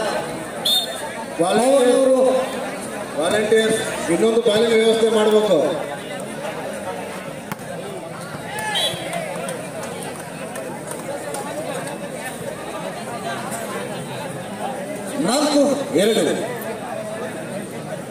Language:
Kannada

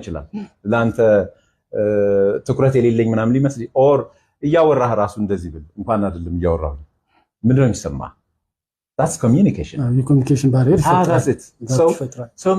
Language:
Amharic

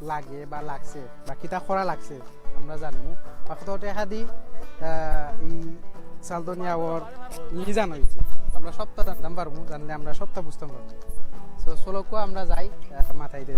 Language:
Sylheti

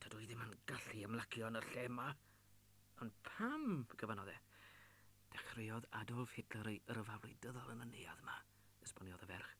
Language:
Welsh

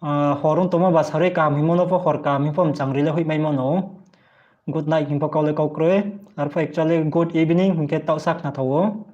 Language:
Riang (India)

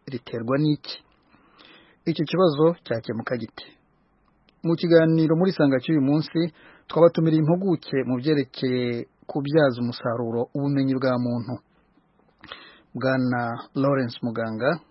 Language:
Kinyarwanda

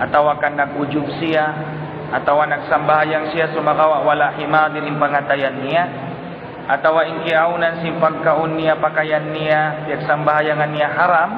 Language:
Tausug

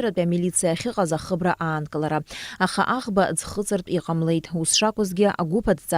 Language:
Abkhazian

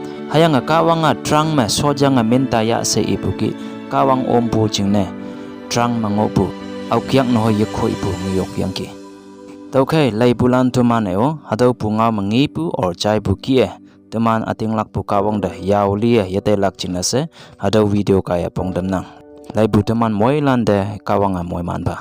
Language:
Konyak Naga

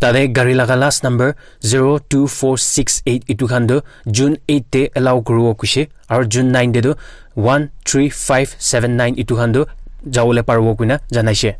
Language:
Naga Pidgin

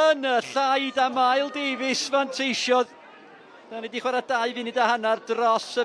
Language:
Welsh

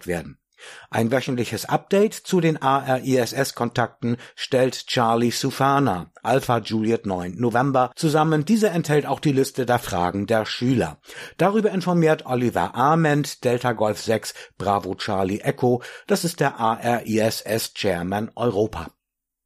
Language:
German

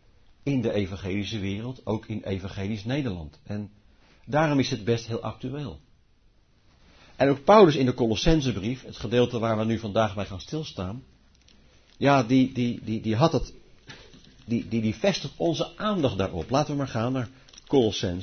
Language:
Dutch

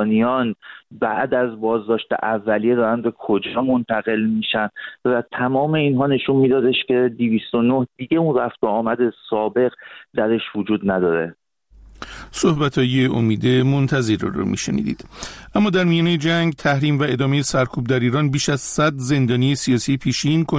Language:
Persian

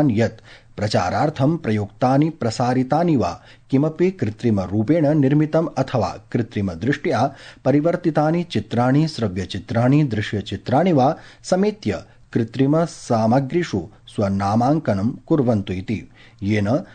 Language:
Sanskrit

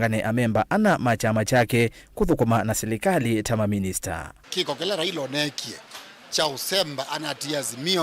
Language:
Kamba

